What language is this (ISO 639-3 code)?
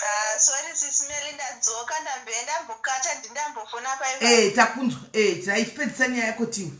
sna